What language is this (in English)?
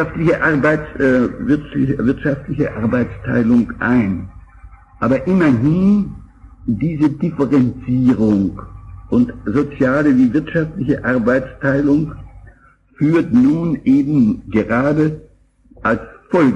German